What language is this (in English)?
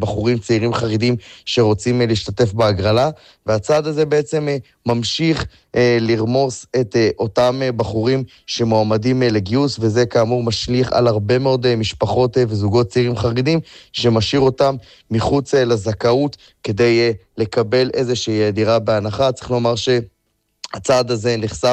Hebrew